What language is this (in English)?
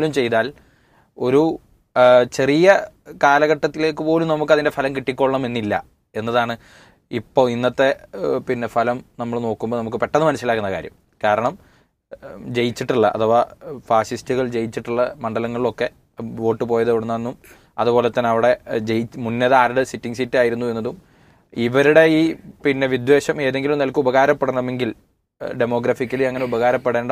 Malayalam